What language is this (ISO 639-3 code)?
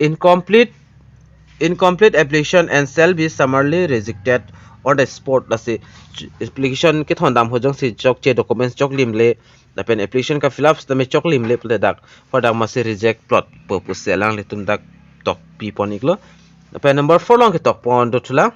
mjw